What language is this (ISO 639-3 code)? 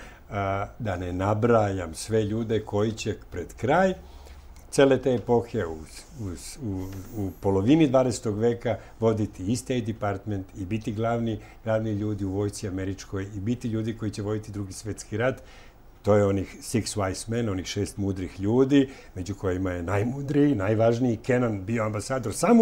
srp